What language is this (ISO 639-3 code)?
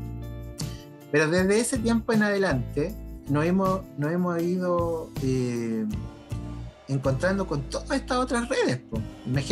spa